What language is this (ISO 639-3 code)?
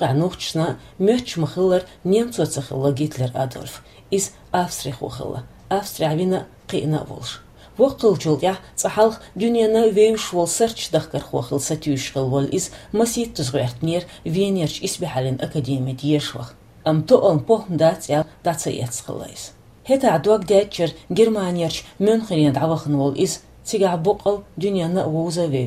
che